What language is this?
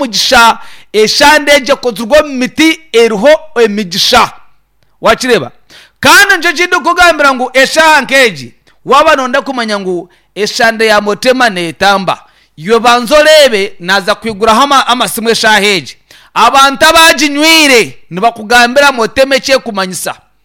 Nyankole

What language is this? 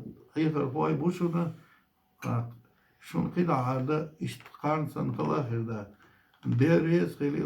Chechen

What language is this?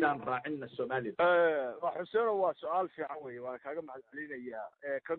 Somali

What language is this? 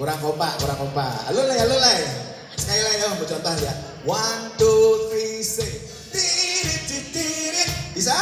Minangkabau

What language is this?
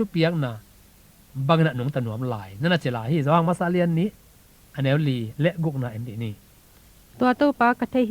Tedim Chin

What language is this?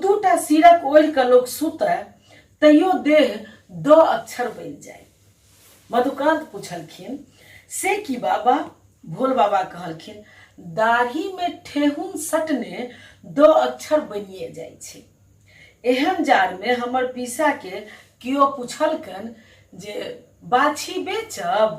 Maithili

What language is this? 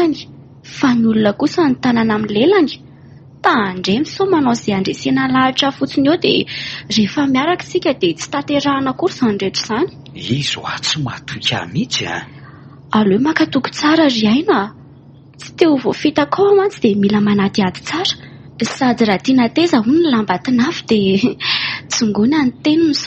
Malagasy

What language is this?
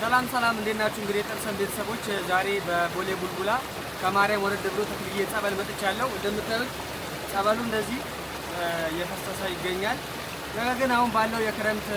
Amharic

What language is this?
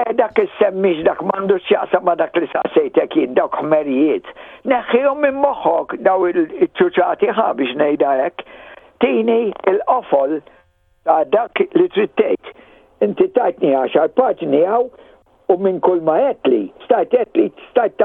Maltese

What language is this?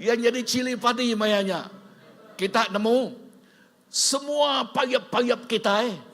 Iban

